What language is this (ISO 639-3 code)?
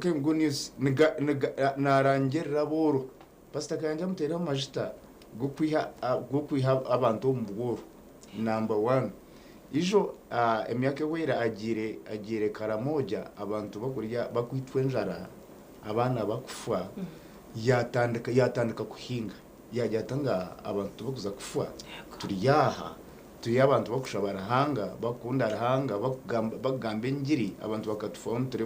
nyn